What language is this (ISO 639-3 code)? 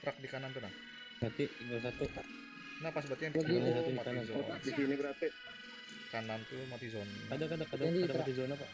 bjn